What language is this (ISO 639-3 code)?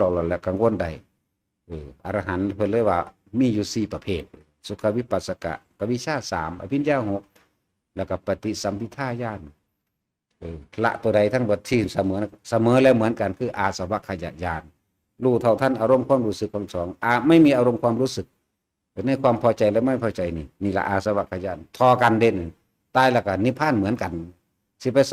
tts